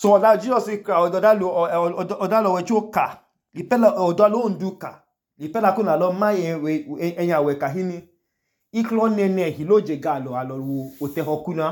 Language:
Idoma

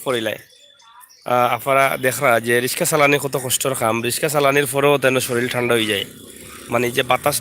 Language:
Sylheti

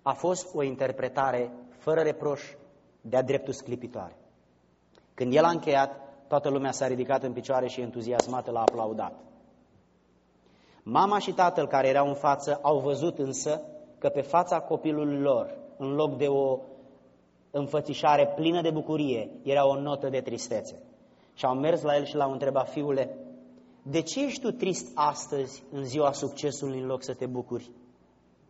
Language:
Romanian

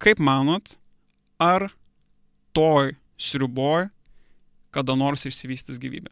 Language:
Lithuanian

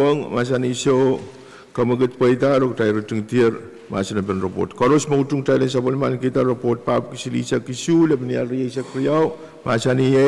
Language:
Pohnpeian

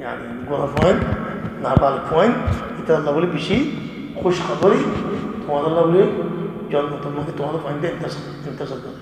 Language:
Rohingya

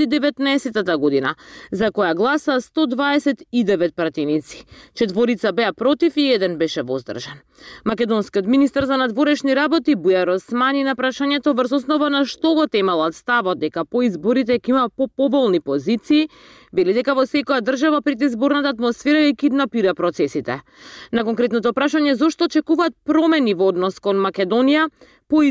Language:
Macedonian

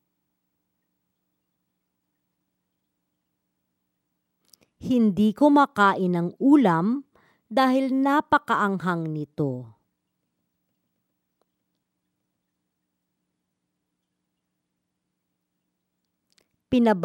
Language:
Filipino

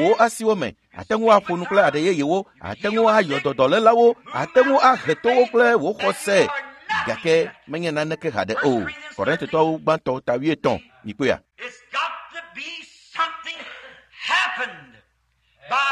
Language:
Ewe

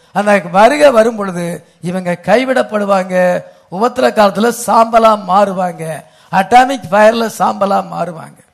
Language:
Tamil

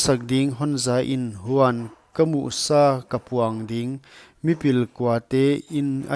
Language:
Paite Chin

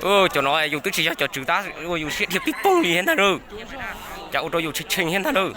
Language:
Hmong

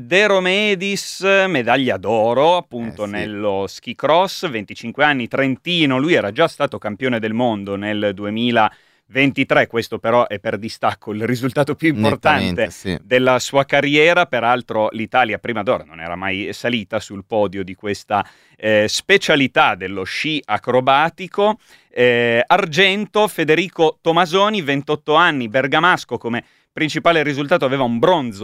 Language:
Italian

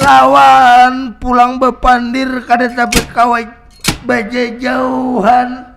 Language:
Banjar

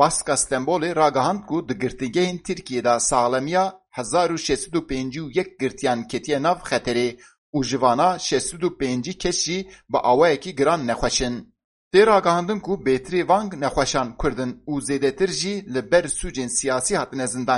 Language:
Kurdish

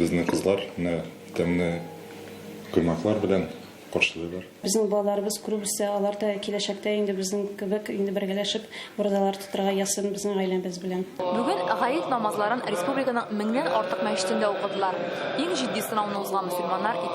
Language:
Tatar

